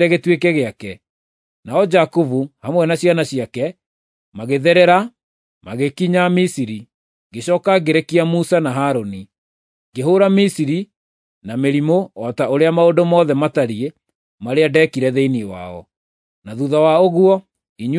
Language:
Kikuyu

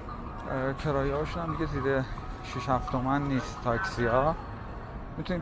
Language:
Persian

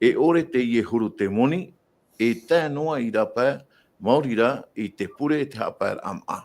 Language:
Tahitian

